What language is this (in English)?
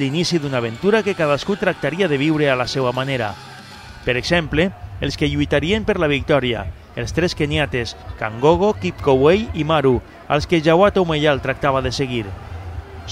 Catalan